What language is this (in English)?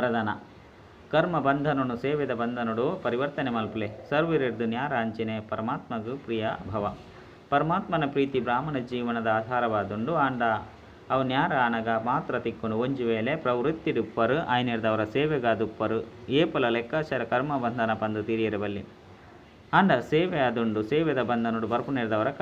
Tulu